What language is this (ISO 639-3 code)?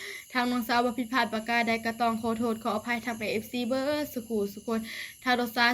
tts